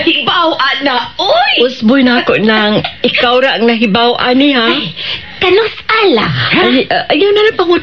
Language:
Cebuano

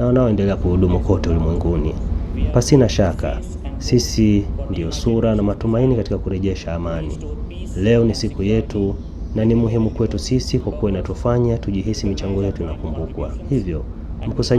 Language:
Swahili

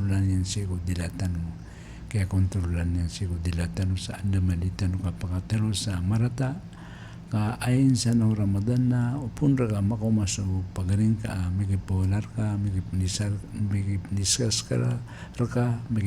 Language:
Maranao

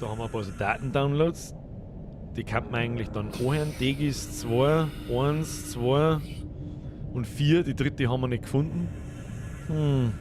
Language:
Bavarian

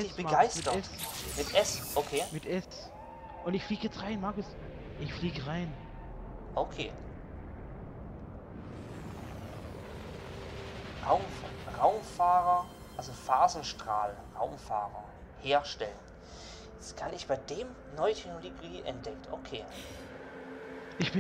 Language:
German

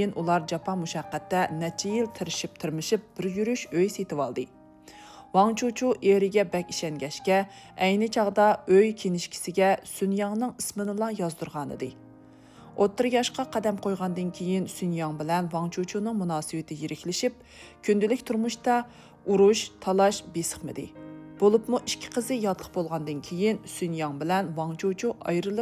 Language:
Uyghur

